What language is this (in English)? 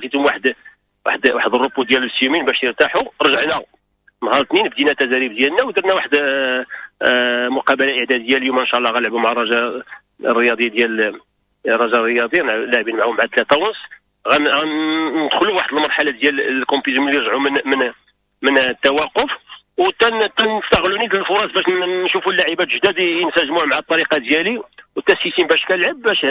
Moroccan Arabic